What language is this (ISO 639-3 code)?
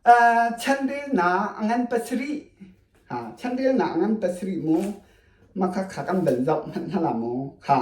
cnh